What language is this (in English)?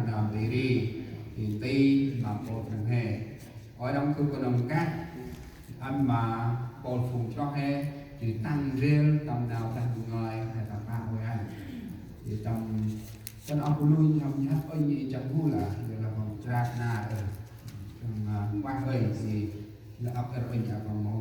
Central Mnong